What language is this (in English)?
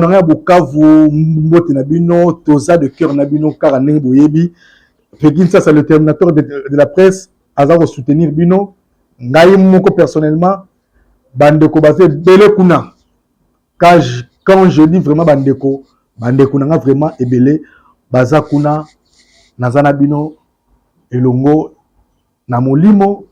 Lingala